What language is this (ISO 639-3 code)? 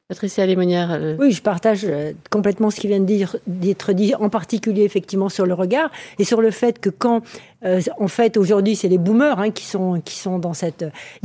fra